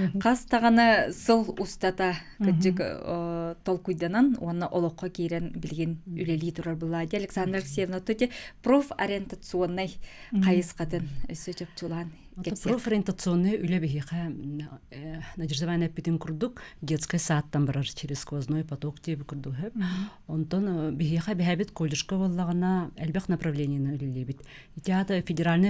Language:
Yakut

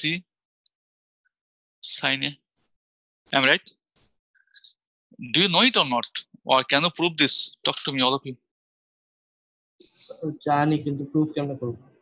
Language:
English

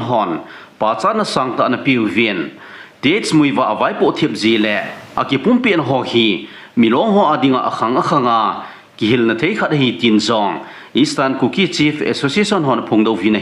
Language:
Thado Chin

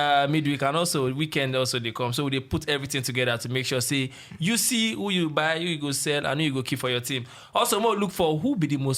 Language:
Nigerian Pidgin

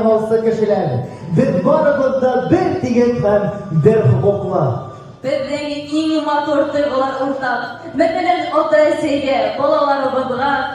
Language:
Bashkir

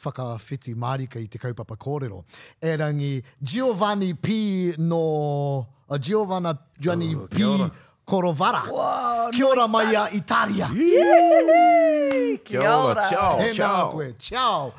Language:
Māori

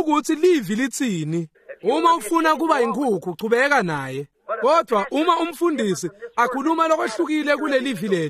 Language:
Swati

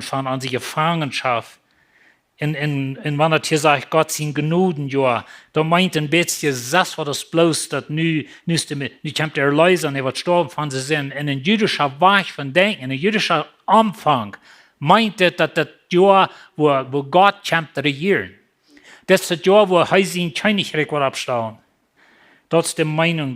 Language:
Plautdietsch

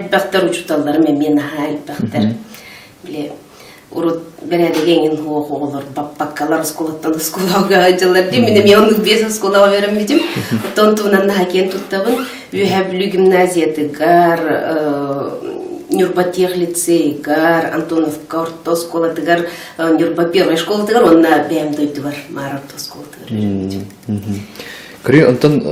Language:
Yakut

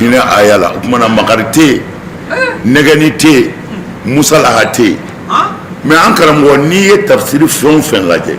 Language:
Bambara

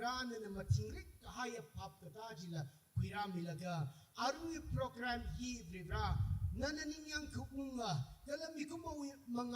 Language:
Tangkhul Naga (India)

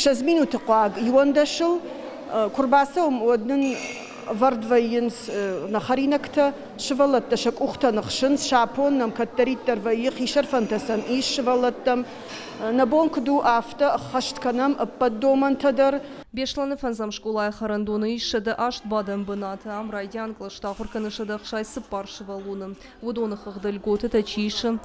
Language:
Ossetic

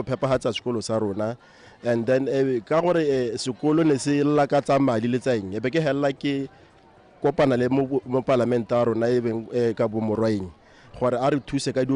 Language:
Tswana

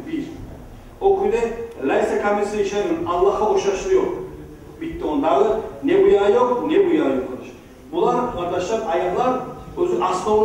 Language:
Kumyk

